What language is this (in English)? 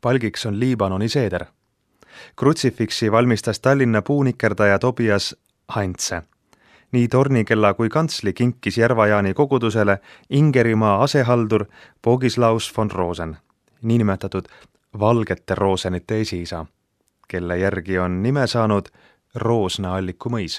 Estonian